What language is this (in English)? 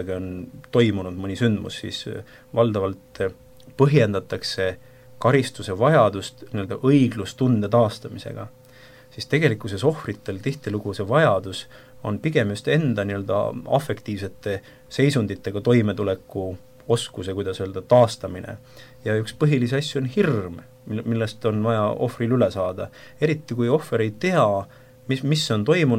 Estonian